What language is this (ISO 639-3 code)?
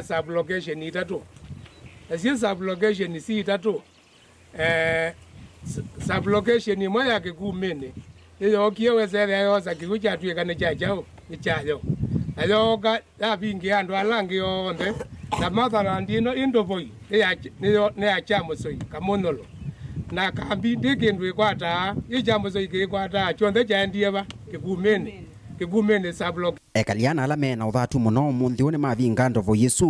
kam